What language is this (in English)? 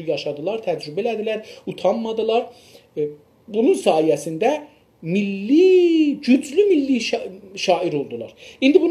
South Azerbaijani